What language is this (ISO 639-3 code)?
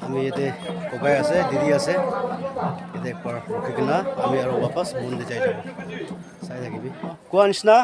nag